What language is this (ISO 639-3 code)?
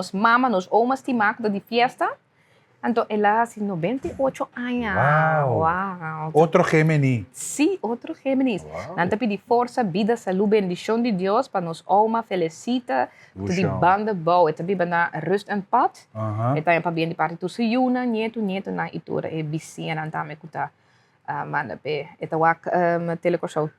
pap